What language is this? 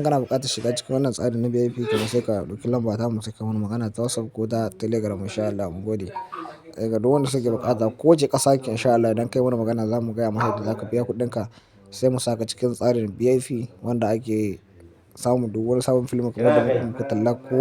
Hausa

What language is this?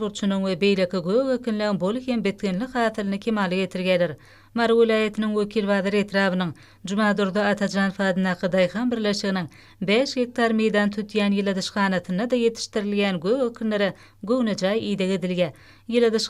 Turkmen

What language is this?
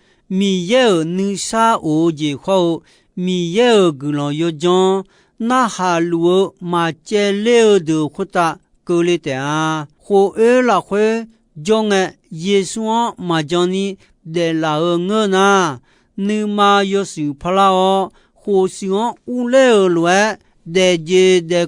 Akha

